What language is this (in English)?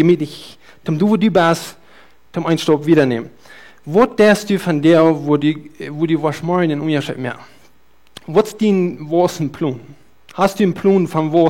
Plautdietsch